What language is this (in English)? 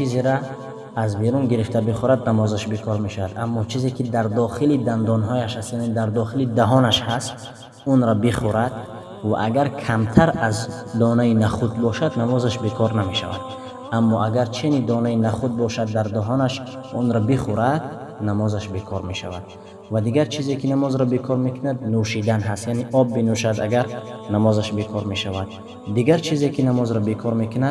Tajik